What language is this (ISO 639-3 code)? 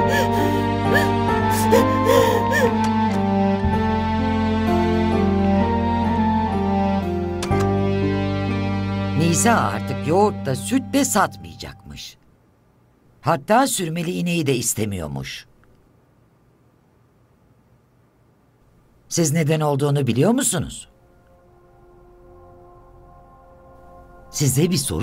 tur